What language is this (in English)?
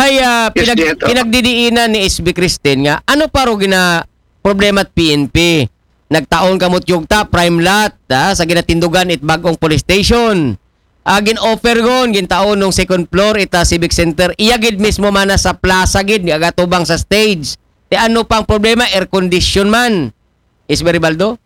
Aklanon